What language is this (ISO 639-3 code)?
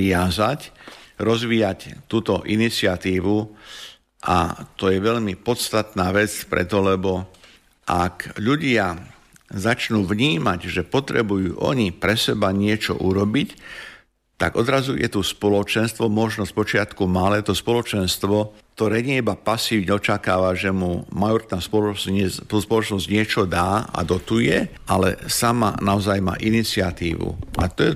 slk